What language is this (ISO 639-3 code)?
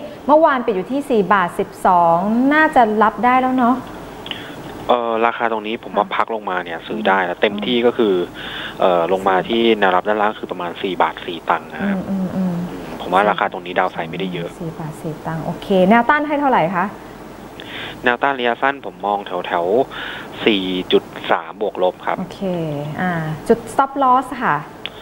tha